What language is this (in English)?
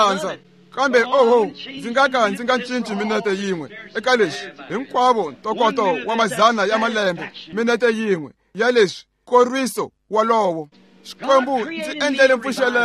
Tsonga